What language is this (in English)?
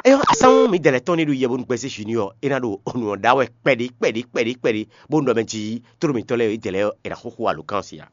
Fon